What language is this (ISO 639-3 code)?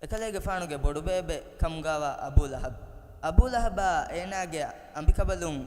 div